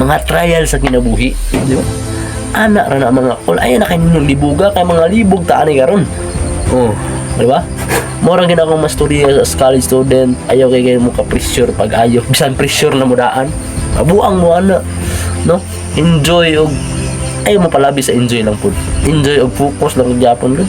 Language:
Cebuano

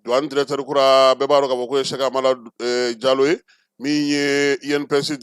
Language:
Bambara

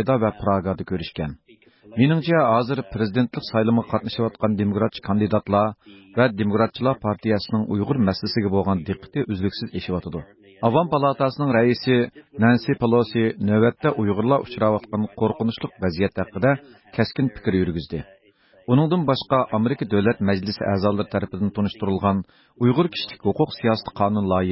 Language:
Uyghur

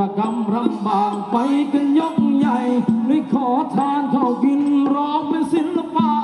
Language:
Thai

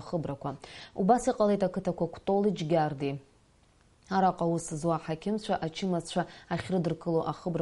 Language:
Abkhazian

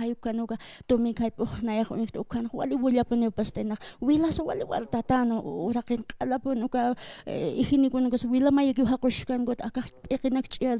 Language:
Aymara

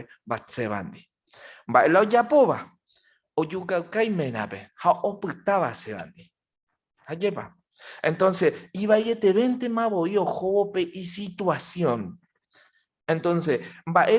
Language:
Guarani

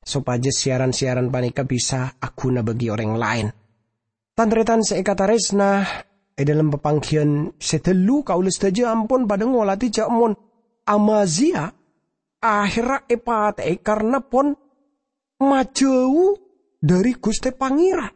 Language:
Madurese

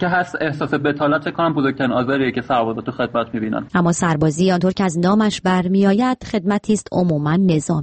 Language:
Persian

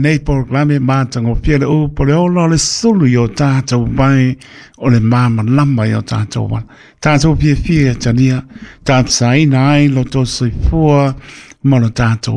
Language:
Samoan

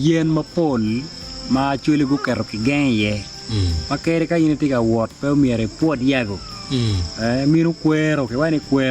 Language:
Acoli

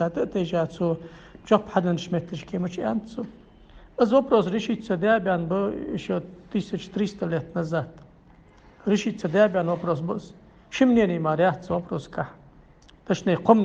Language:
Ingush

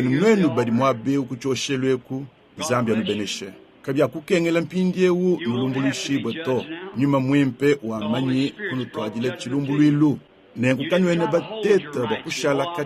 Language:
Luba-Lulua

